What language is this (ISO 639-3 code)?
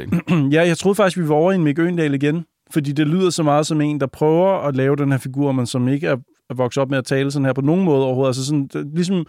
dan